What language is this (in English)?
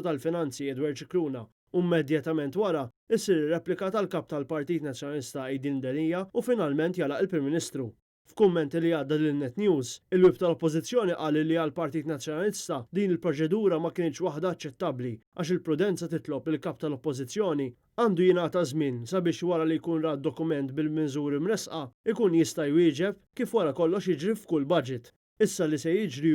Maltese